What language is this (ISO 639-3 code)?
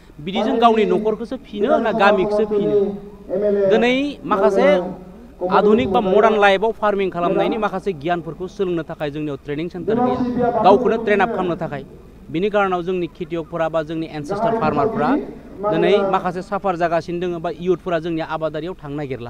brx